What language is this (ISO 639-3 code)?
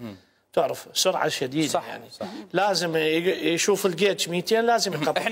acm